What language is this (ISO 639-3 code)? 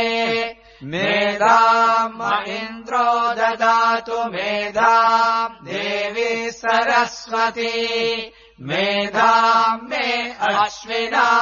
san